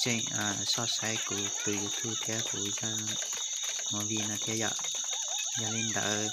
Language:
Hmong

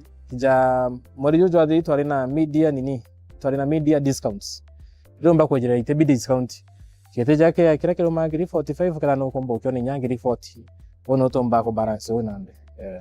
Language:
Meru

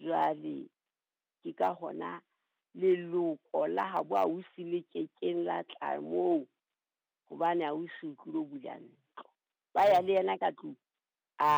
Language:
Southern Sotho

